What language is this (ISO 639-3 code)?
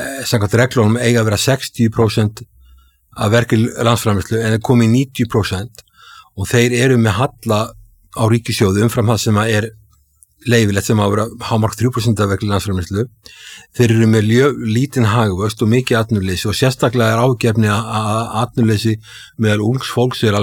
isl